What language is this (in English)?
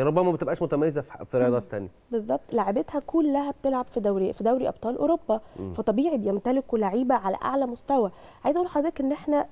Egyptian Arabic